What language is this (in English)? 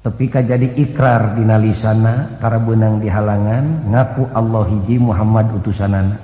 Sundanese